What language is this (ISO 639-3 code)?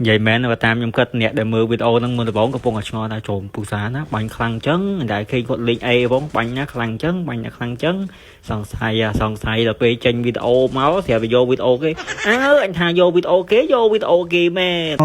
khm